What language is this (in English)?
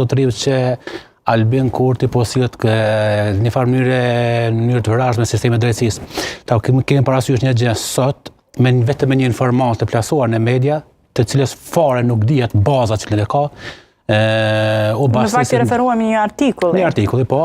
Albanian